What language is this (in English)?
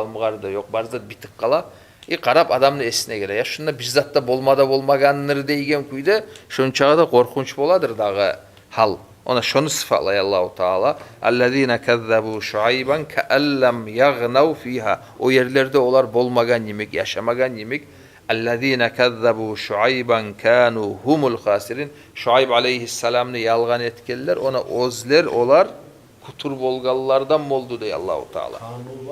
Kumyk